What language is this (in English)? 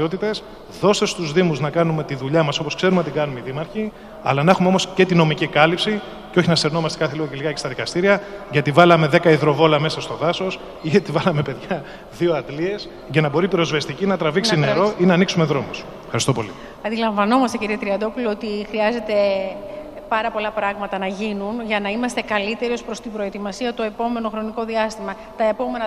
Greek